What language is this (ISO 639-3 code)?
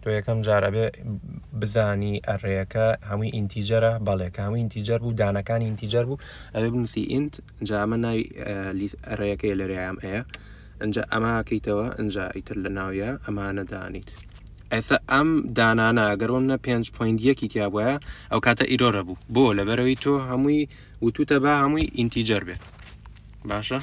ckb